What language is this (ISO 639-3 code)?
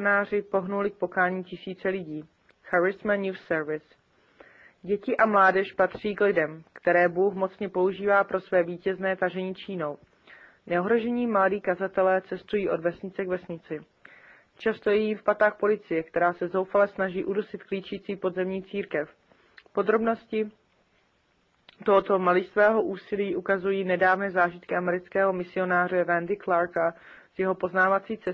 ces